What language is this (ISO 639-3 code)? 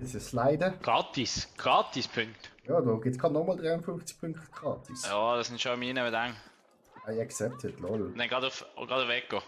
gsw